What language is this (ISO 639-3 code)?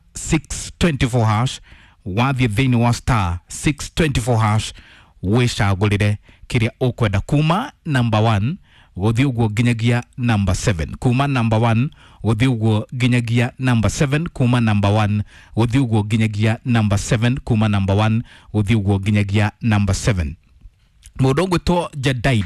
kik